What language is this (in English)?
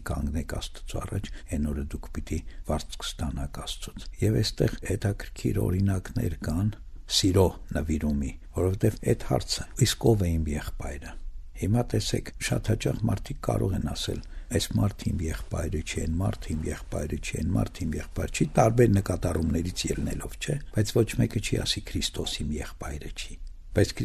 Armenian